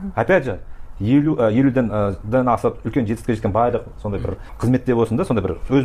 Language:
Kazakh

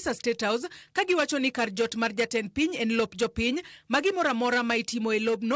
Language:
Luo (Kenya and Tanzania)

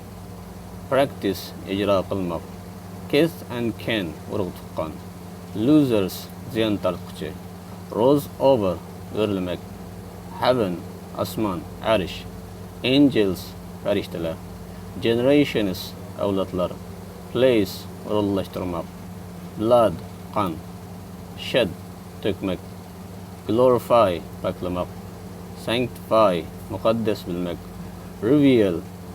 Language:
Uyghur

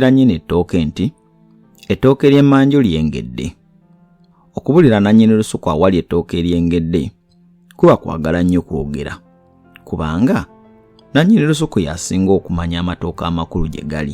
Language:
Ganda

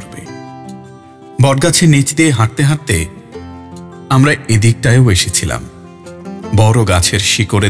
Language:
Bangla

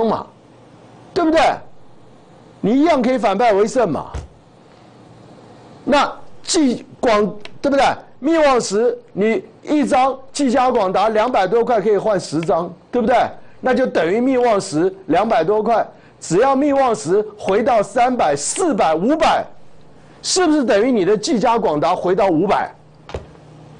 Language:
Chinese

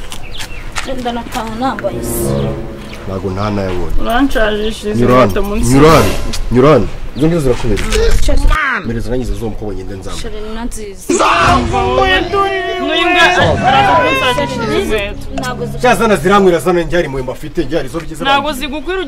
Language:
Kinyarwanda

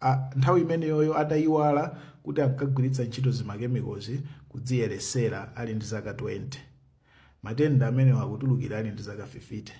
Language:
Nyanja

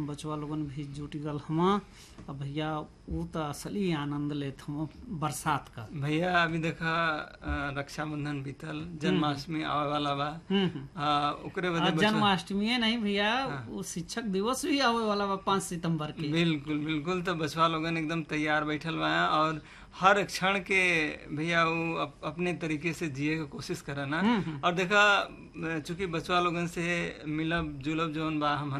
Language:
Bhojpuri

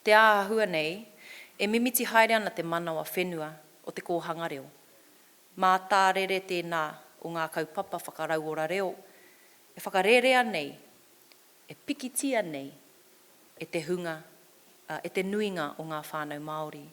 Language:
Māori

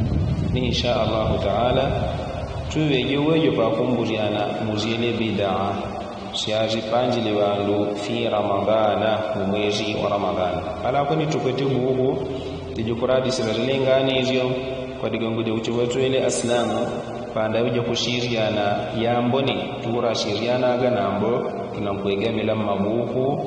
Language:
Yao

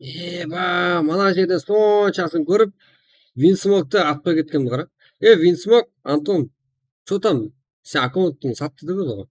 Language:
Kara-Kalpak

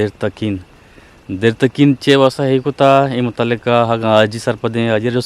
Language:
Eastern Balochi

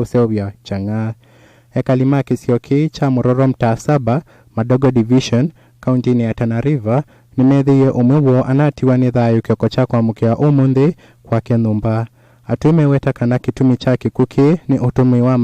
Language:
Kamba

